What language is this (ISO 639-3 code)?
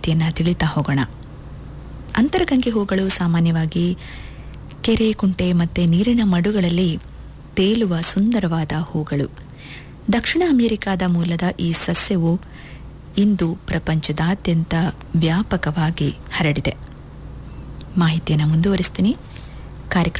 kan